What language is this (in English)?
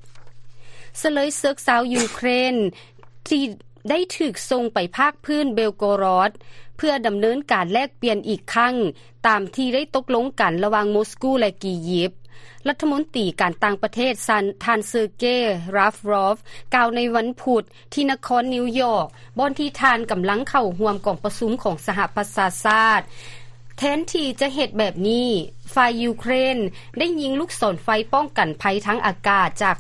Lao